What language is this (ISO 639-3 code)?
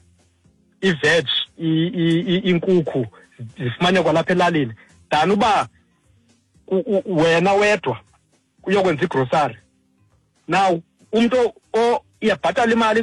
xho